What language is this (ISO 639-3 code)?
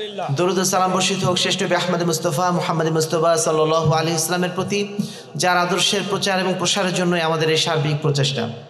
ben